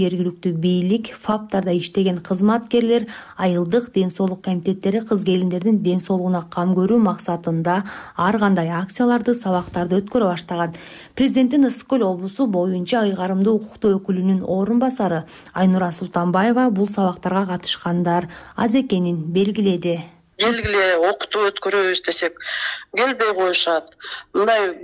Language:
Kyrgyz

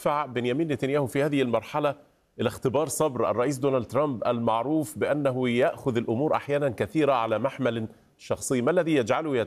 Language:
Arabic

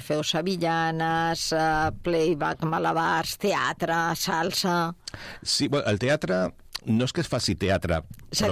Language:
Catalan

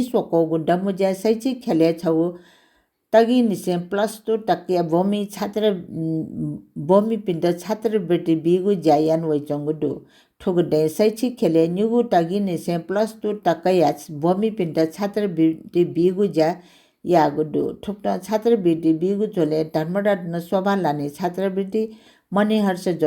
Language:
Newari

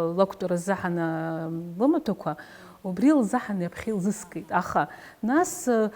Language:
Abkhazian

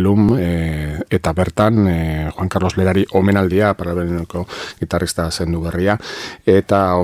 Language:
Basque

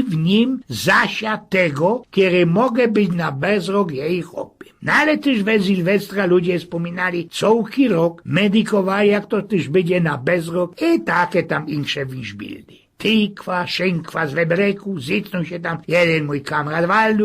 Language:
Silesian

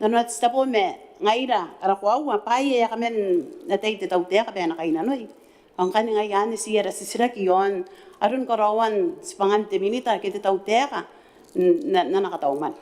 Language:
Gilbertese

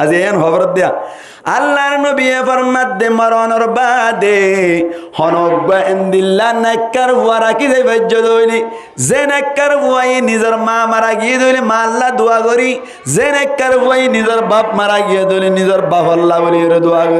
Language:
Rohingya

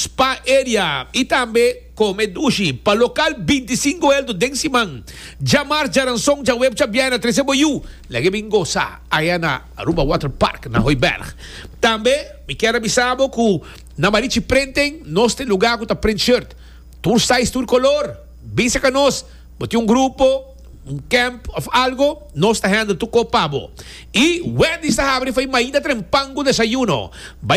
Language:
Papiamento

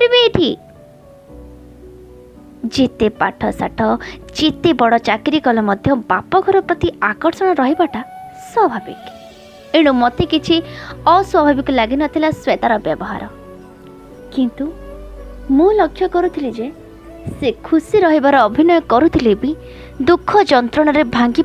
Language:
Odia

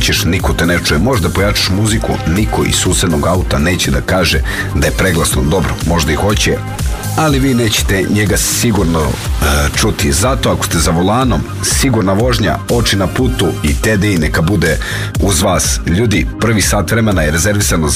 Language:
Serbian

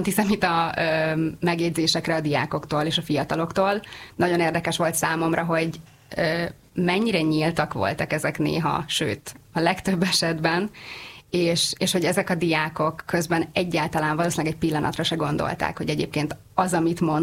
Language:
Hungarian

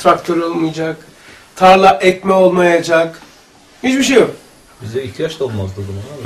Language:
Turkish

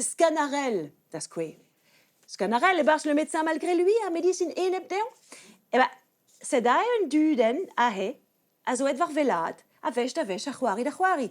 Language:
Breton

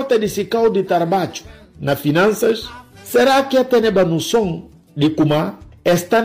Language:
Upper Guinea Crioulo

